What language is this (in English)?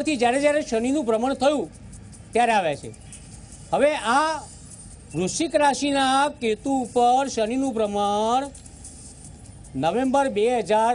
Gujarati